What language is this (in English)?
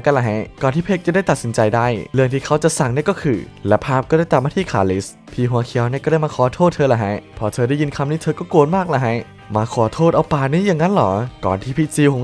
Thai